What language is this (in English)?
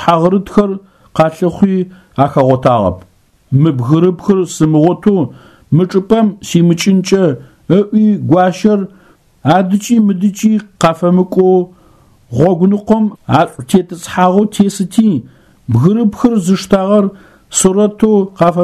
Adyghe